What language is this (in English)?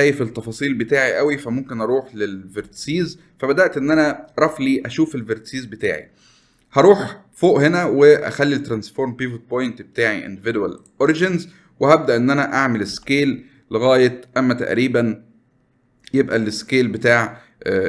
Egyptian Arabic